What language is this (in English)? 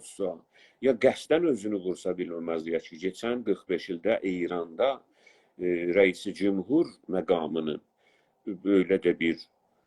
South Azerbaijani